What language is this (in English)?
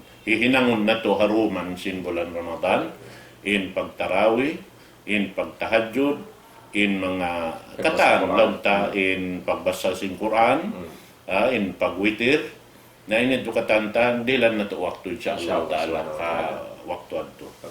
Tausug